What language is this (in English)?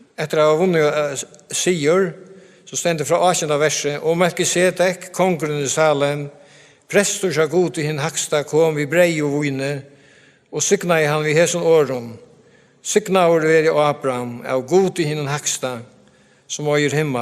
Faroese